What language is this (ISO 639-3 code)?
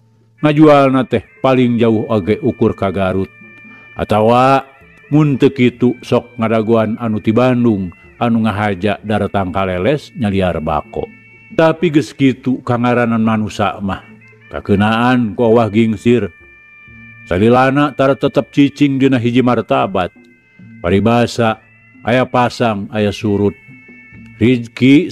sun